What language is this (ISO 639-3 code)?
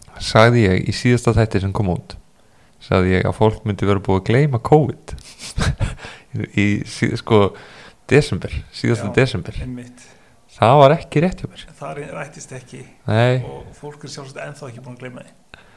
isl